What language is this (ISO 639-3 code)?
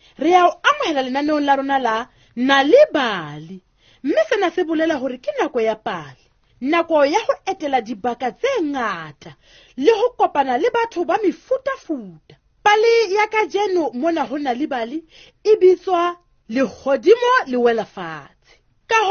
sot